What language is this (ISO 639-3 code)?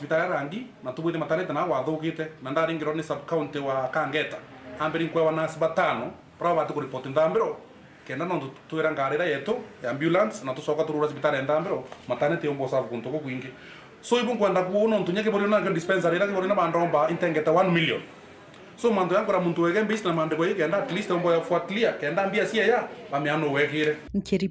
mer